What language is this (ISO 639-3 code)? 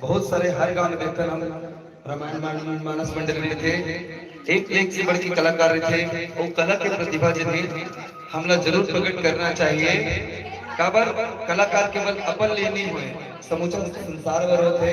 hne